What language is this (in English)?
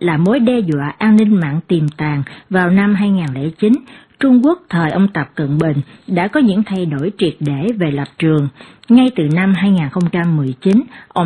Vietnamese